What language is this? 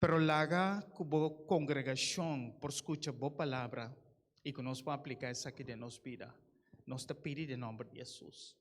Papiamento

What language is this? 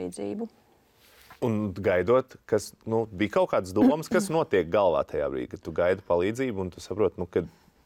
Latvian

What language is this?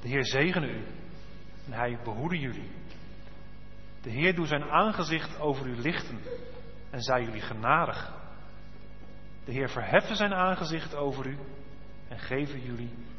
Dutch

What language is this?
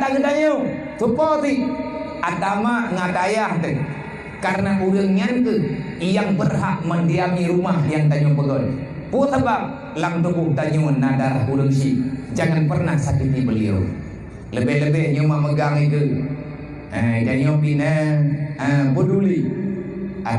Achinese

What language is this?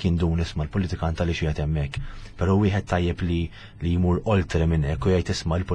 Maltese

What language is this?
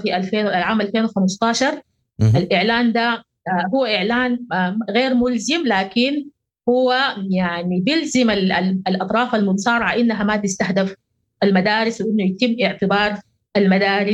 Sudanese Arabic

